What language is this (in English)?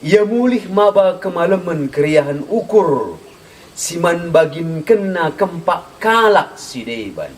Batak Karo